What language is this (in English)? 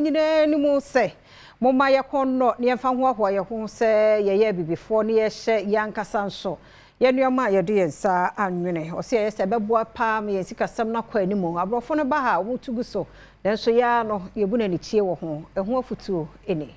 Akan